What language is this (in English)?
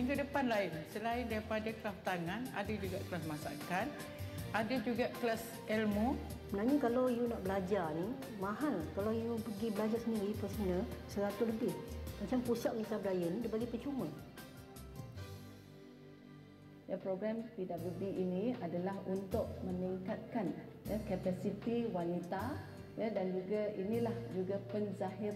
Malay